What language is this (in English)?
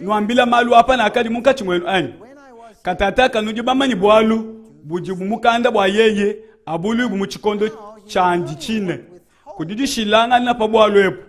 Luba-Lulua